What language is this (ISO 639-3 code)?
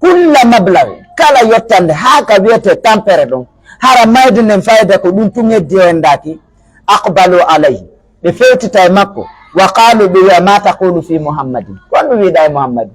ful